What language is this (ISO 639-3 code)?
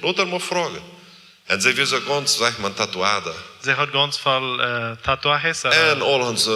pdt